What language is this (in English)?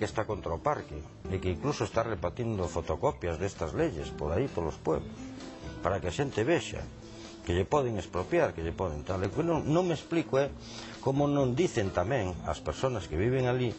Galician